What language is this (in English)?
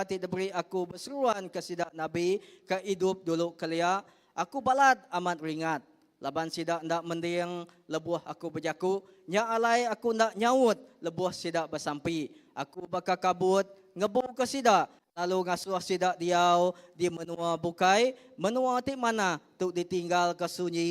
Iban